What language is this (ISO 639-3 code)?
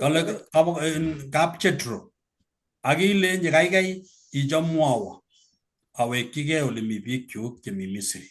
kln